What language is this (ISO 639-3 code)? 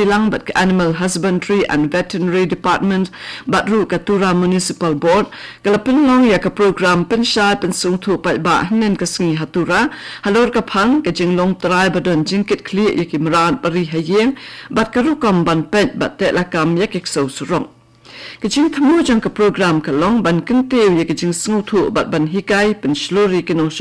kha